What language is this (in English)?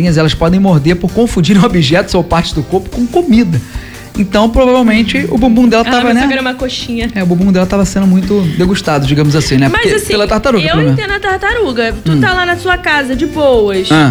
Portuguese